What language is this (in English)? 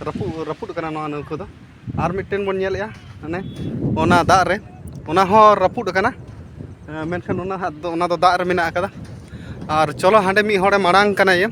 Santali